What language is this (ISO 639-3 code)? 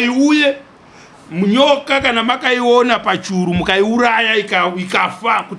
sna